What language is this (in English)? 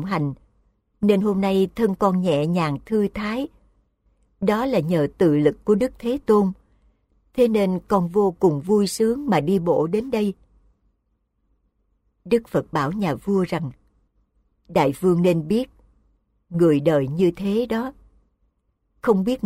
Vietnamese